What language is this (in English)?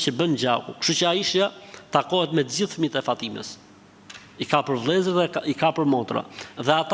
Albanian